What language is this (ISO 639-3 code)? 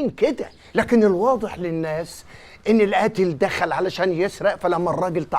arz